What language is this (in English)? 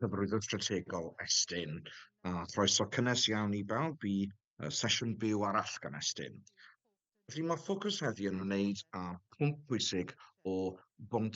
Welsh